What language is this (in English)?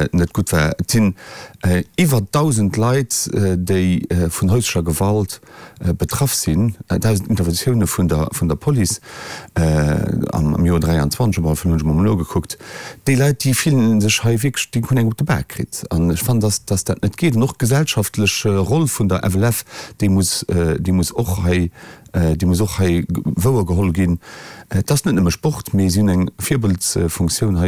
Luxembourgish